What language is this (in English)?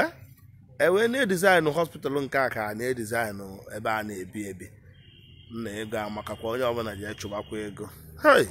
Igbo